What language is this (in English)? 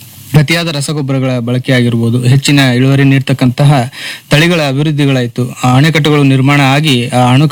Kannada